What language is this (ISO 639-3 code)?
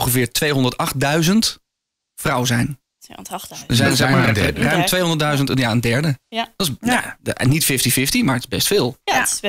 nld